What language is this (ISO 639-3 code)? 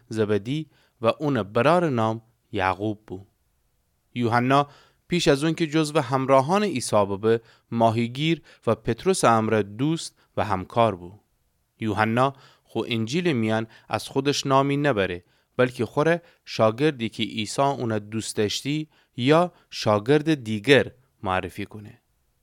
glk